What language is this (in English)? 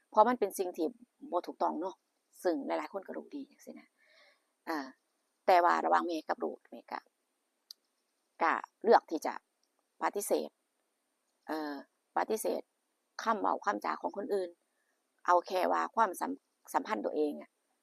Northeastern Thai